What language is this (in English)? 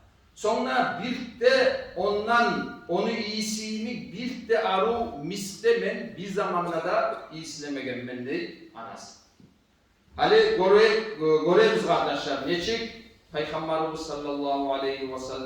Kumyk